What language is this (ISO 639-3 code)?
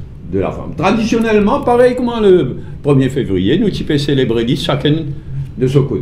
mfe